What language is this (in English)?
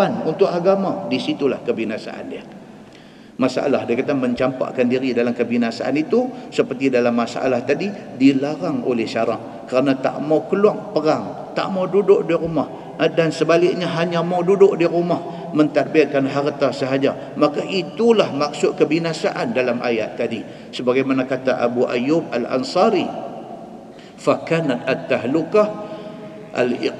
Malay